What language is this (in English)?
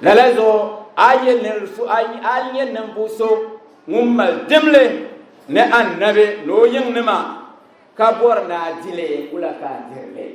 Dagbani